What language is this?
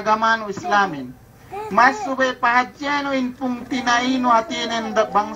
Yakan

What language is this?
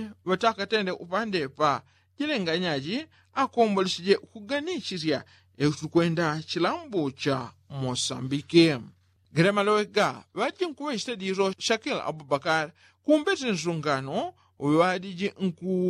Yao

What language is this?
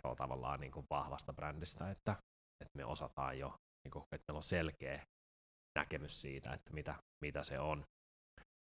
Finnish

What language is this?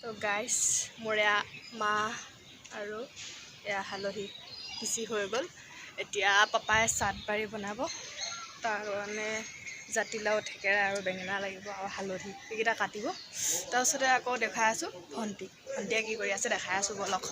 Assamese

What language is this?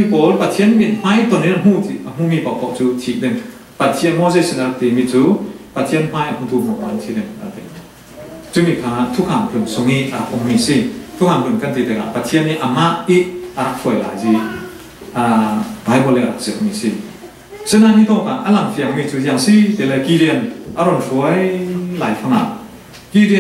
Falam Chin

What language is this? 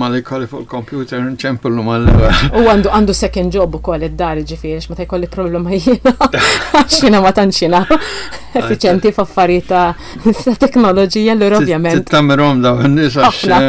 Maltese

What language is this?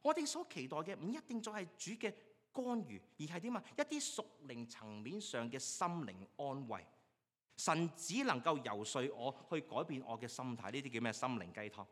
Cantonese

